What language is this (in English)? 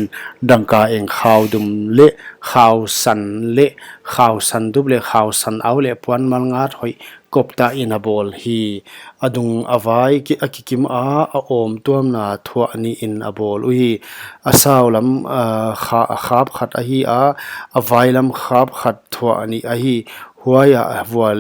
Paite Chin